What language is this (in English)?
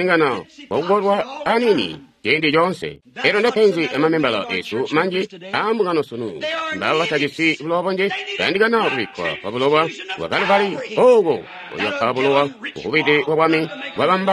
Tonga (Zambia)